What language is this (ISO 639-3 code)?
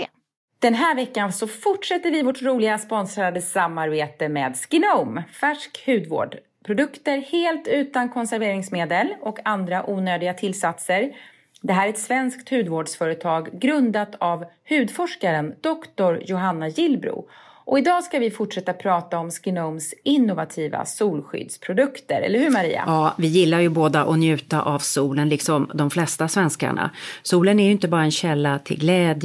swe